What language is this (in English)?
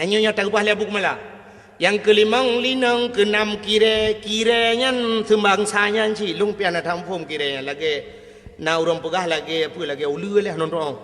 Achinese